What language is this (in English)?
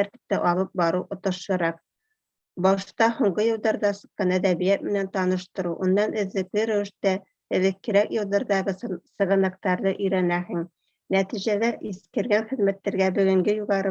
Bashkir